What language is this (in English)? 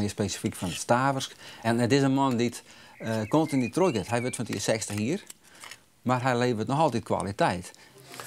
Western Frisian